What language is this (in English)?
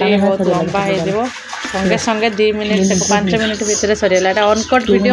Odia